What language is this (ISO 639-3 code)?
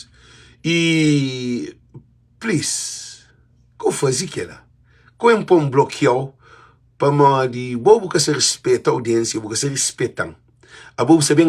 kea